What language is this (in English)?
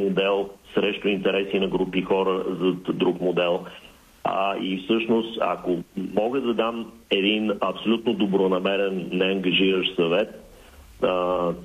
Bulgarian